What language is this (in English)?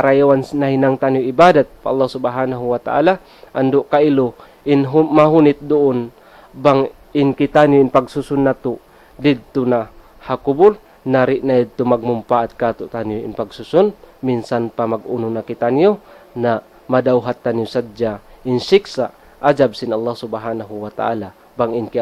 Tausug